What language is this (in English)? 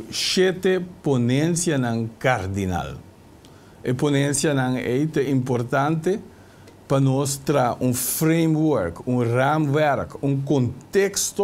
Papiamento